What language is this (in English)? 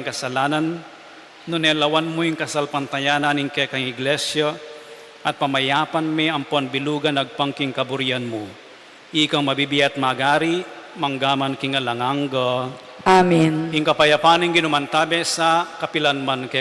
Pampanga